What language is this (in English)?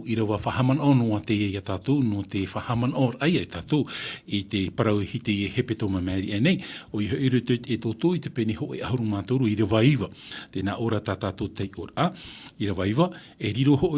Tahitian